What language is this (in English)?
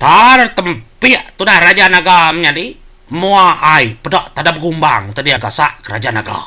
Iban